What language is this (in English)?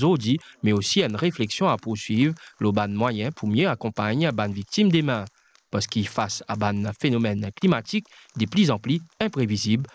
Morisyen